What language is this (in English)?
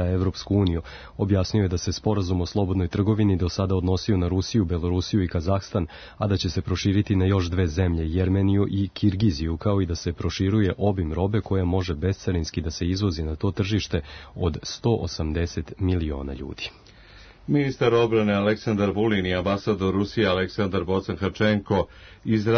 Serbian